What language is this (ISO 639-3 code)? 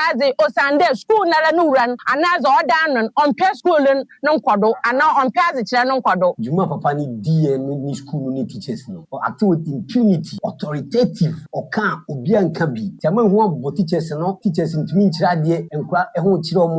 aka